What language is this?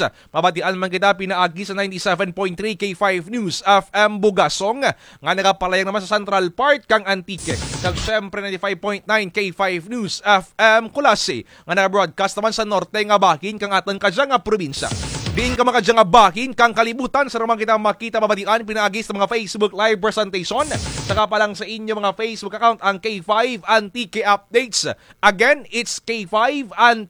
Kinaray-a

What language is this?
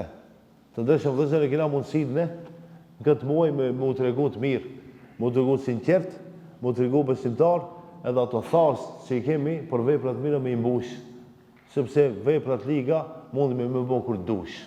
Albanian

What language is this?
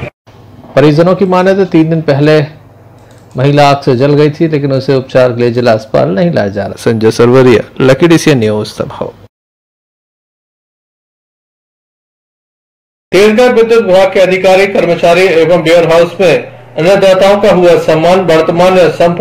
Hindi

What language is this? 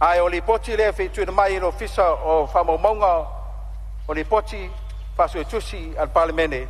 Samoan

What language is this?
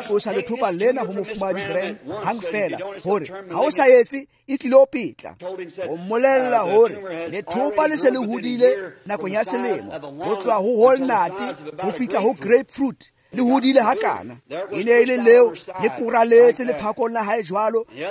Tswana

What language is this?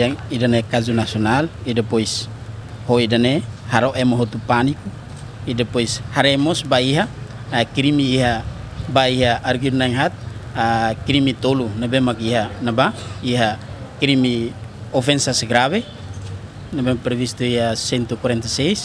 Tetum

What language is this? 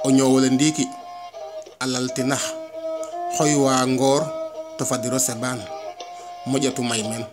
Serer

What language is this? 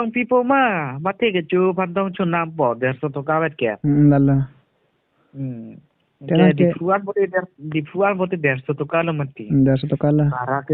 Karbi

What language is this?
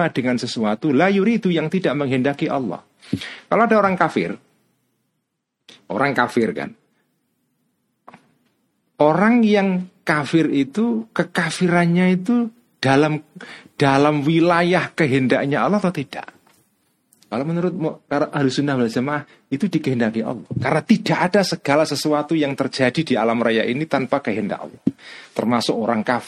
Indonesian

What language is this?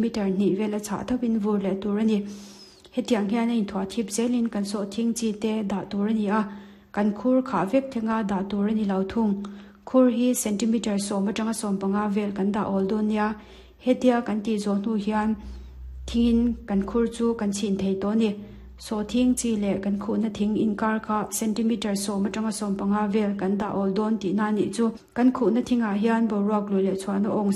Mizo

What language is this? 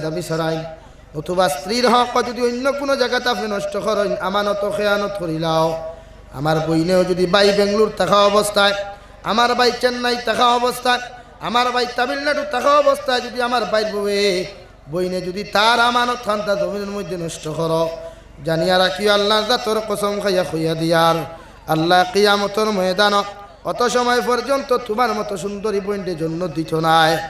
Sylheti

